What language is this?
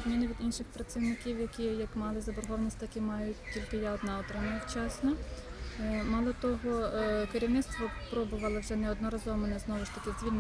Ukrainian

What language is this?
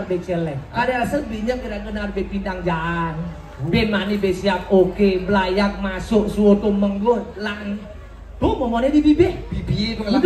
Balinese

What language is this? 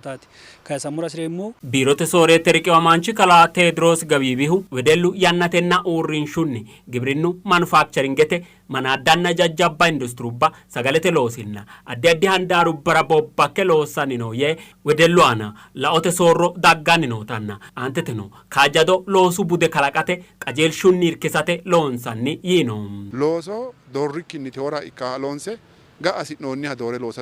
Sidamo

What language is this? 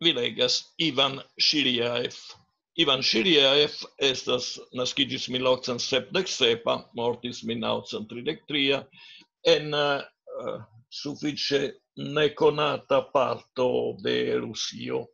Esperanto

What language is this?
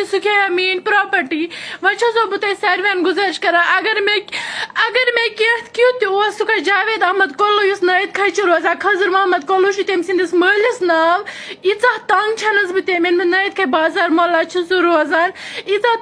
Kashmiri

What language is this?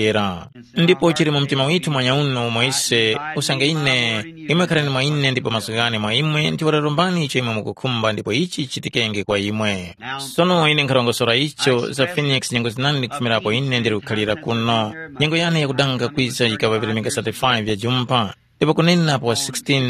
Tumbuka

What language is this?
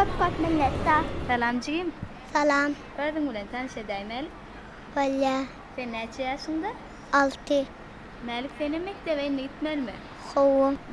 Turkmen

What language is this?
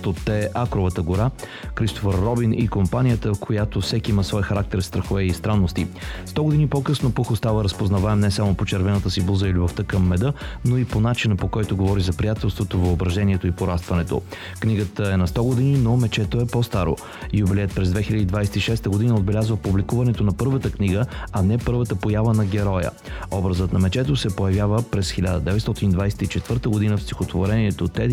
Bulgarian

